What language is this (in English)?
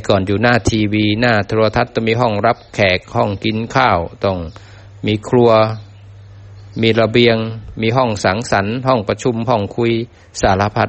Thai